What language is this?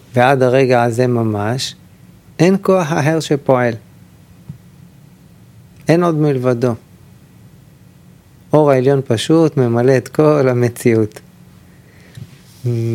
Hebrew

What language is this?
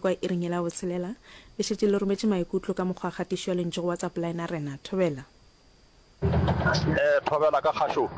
Northern Sotho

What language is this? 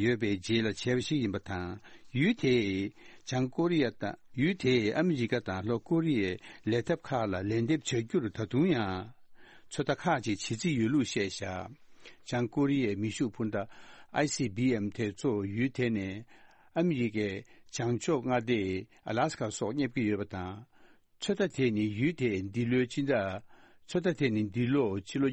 Tibetan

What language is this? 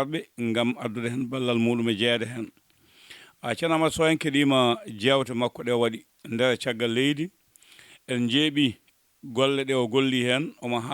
Fula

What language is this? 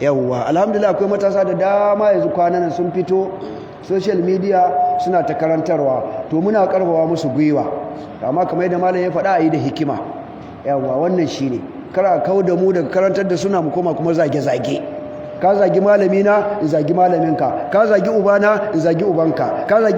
Hausa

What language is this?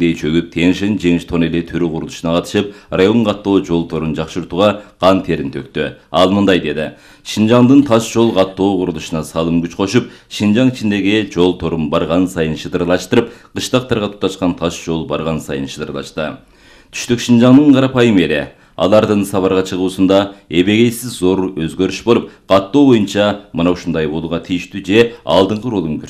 Kyrgyz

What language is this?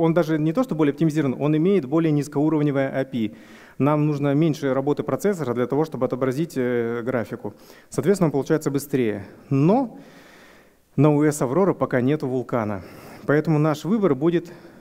Russian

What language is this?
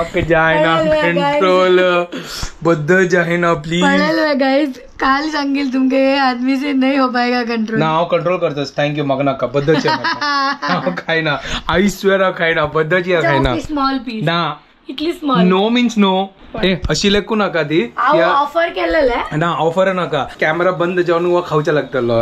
Konkani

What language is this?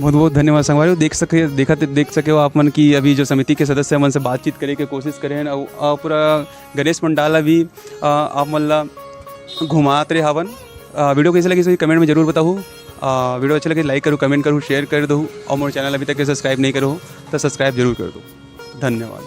Chhattisgarhi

